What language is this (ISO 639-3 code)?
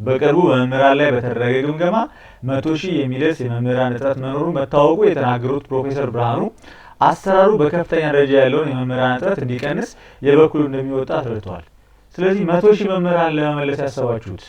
amh